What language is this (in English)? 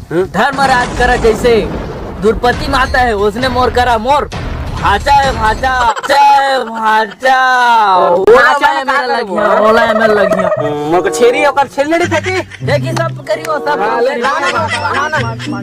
Chhattisgarhi